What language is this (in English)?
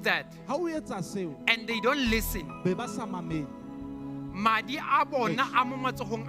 Southern Sotho